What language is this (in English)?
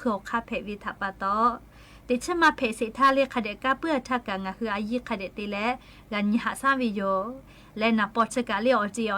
Lahu